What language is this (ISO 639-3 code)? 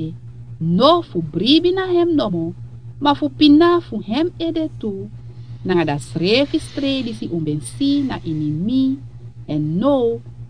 srn